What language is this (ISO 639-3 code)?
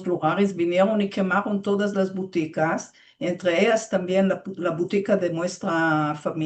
lad